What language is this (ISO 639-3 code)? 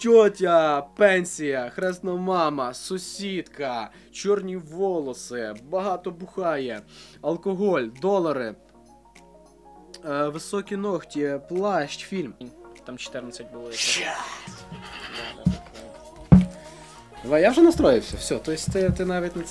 ukr